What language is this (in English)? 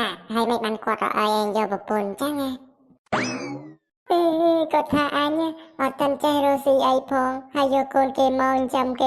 Khmer